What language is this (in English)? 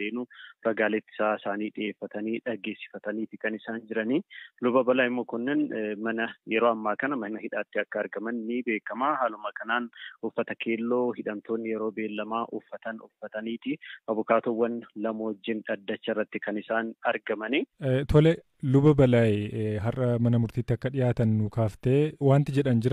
Oromo